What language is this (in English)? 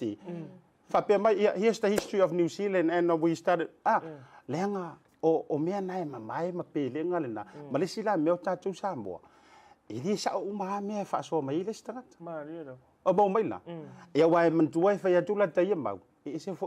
Samoan